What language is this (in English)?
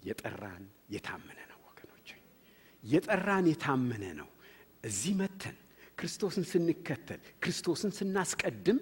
Amharic